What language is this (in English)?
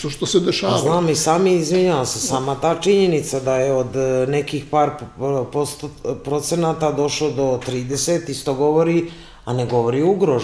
Serbian